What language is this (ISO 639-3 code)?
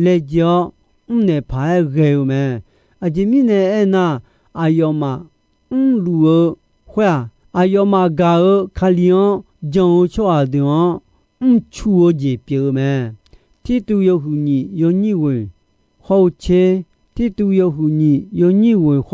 ahk